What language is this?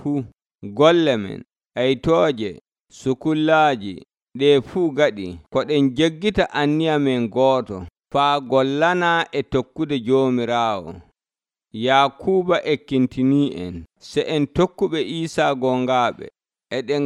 Nigerian Fulfulde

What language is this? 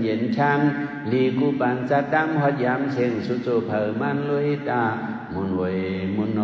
Shan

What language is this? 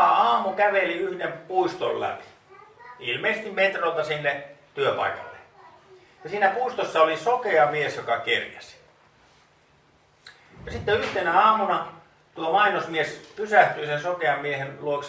Finnish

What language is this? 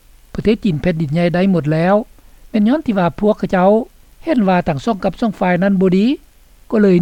Lao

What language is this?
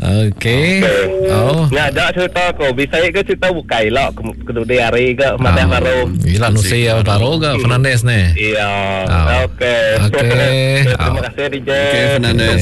Iban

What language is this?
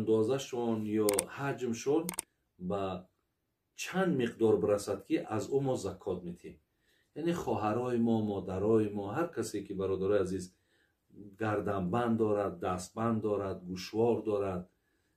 Tajik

